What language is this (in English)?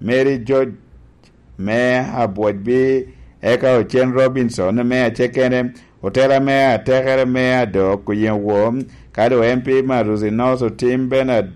Lango (Uganda)